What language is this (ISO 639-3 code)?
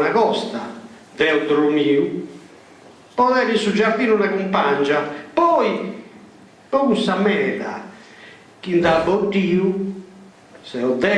srd